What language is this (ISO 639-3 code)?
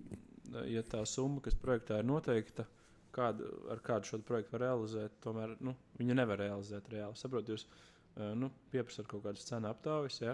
lav